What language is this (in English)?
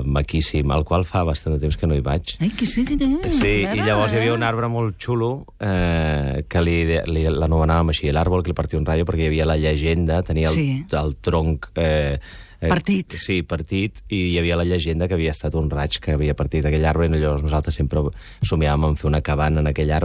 Catalan